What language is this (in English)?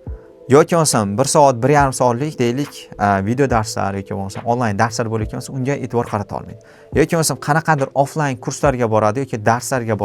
Uzbek